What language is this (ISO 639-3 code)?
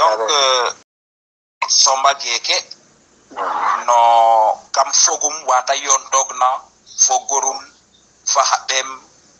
srr